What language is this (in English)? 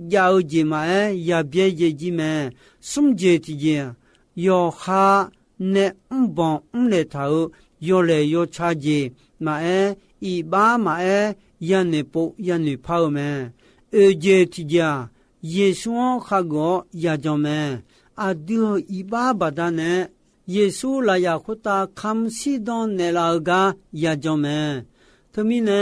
Akha